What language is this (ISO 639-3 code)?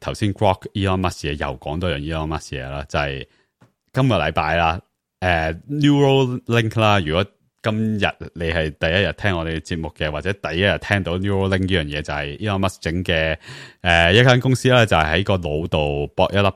yue